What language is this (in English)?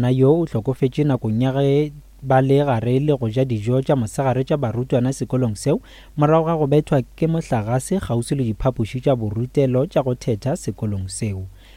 Northern Sotho